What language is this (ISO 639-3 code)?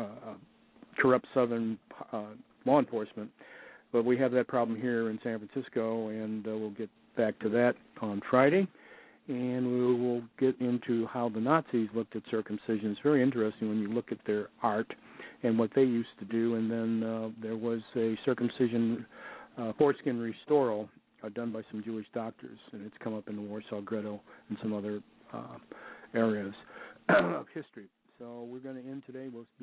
eng